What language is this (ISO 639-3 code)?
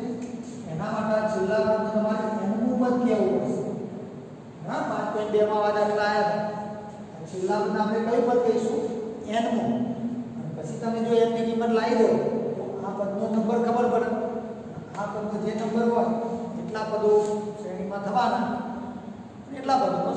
guj